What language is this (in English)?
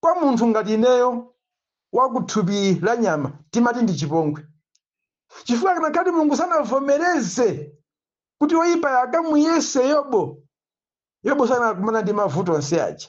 Nyanja